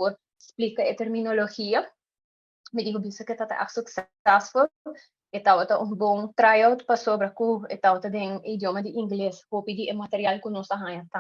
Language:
Papiamento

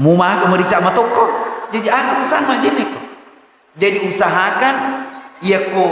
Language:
Buginese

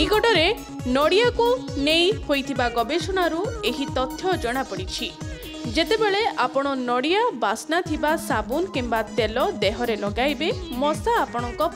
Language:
Odia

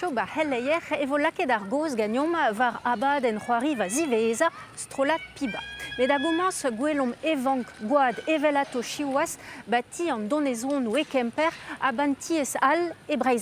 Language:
Breton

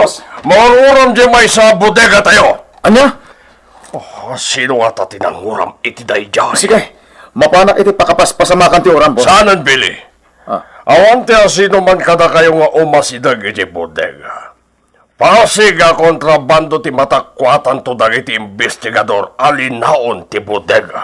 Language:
Iloko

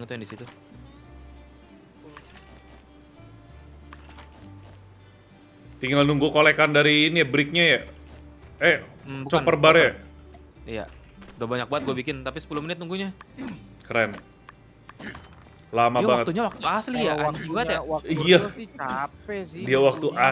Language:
Indonesian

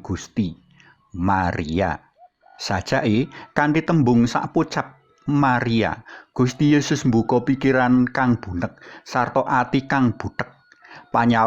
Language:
Javanese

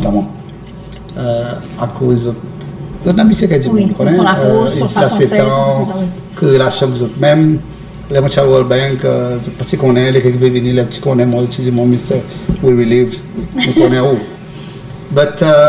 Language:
Seselwa Creole French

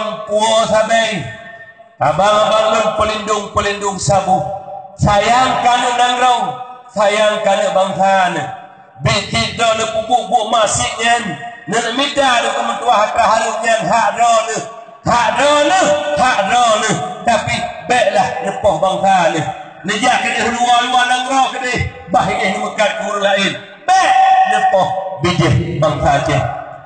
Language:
Achinese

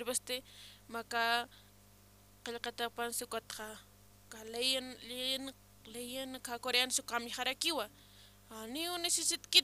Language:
Aymara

